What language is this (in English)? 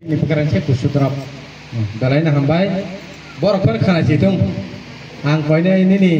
Kok Borok